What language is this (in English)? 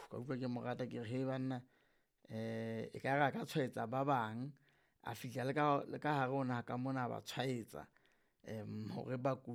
Southern Sotho